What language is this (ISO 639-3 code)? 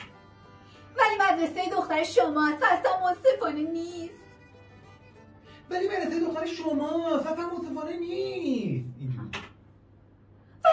fas